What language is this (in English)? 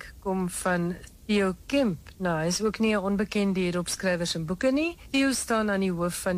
Afrikaans